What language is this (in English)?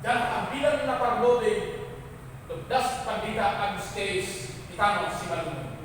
Batak Simalungun